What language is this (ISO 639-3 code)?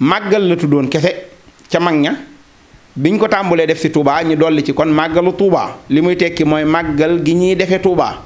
wol